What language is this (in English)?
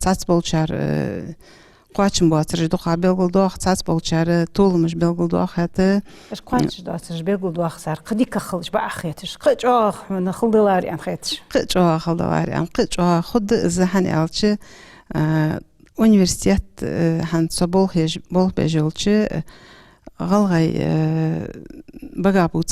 Ingush